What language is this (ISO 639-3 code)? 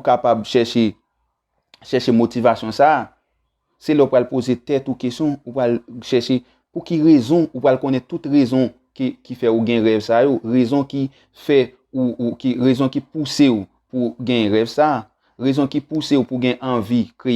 hat